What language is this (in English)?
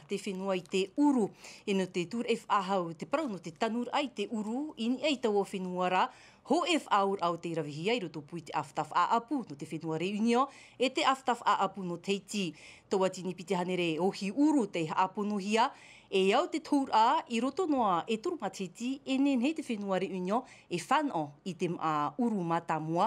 Tahitian